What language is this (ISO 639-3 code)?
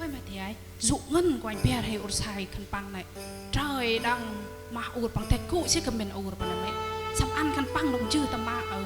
cmo